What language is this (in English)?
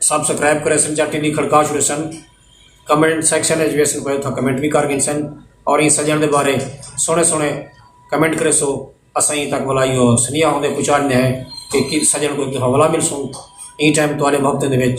Saraiki